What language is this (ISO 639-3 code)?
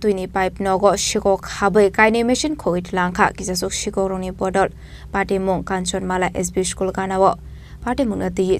trp